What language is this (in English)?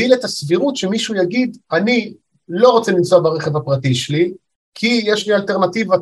Hebrew